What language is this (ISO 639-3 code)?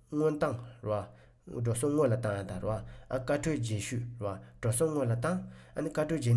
bod